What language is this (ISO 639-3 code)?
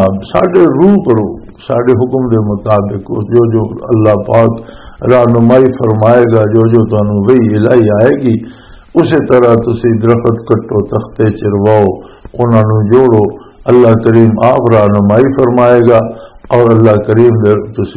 lah